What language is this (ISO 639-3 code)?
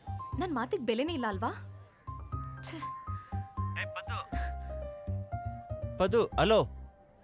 kan